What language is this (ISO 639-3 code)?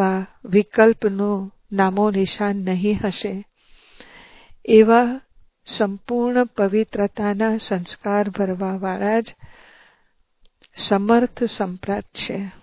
guj